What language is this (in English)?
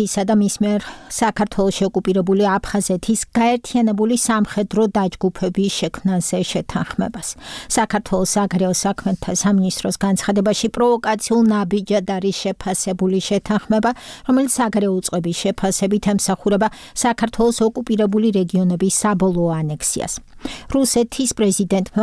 Georgian